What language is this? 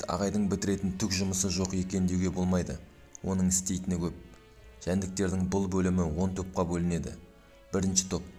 Kazakh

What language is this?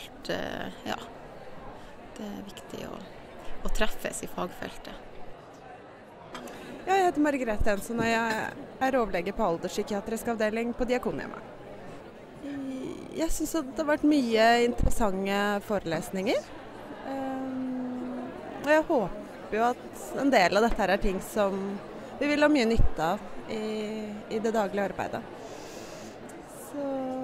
Norwegian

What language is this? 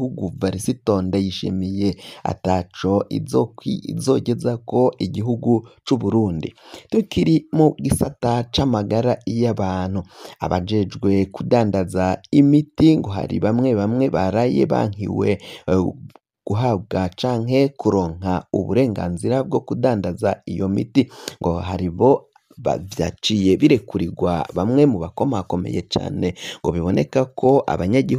Rundi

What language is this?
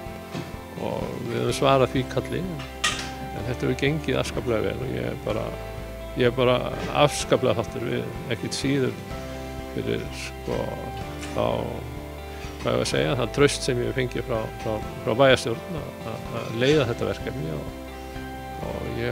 Icelandic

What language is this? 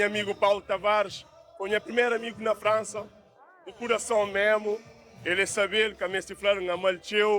Kabuverdianu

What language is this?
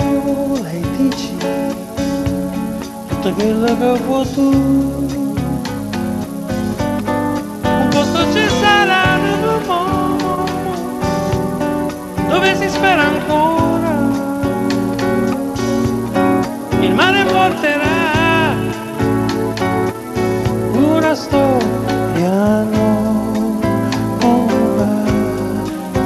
Italian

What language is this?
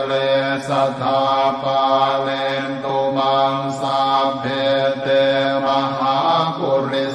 Pali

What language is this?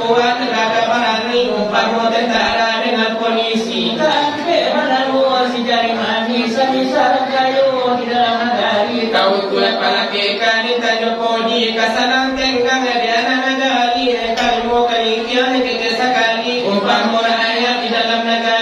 Minangkabau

